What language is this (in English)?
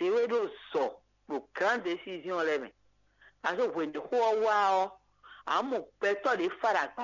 Fon